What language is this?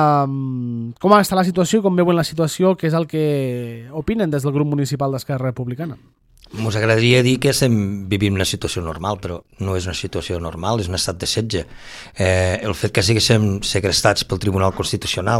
Catalan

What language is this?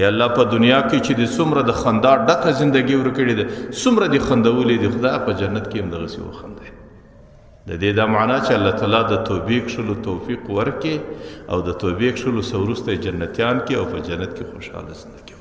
Pashto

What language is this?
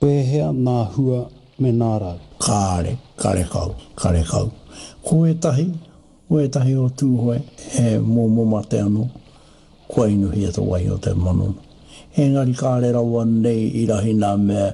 Māori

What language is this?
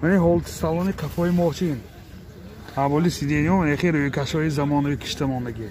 Tajik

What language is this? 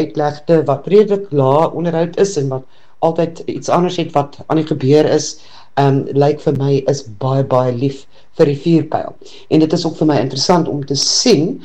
Afrikaans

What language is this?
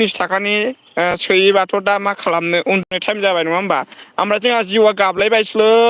Bodo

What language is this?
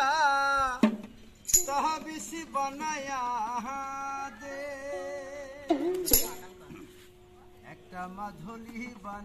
Bangla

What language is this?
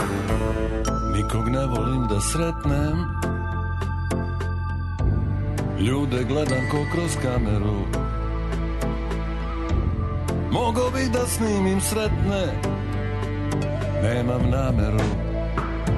Serbian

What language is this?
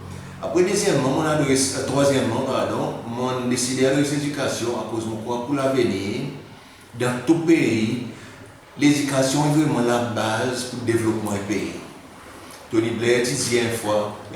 Seselwa Creole French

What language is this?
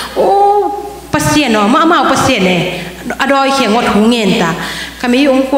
Tedim Chin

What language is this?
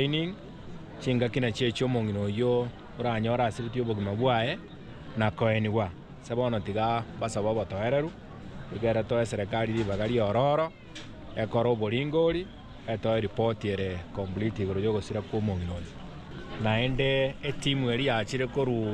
Gusii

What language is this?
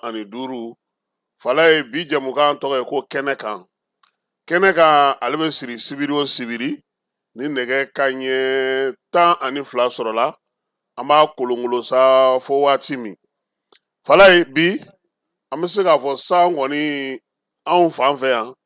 Bambara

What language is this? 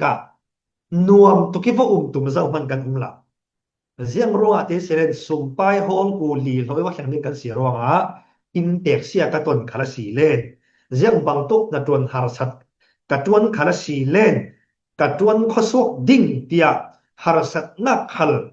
Falam Chin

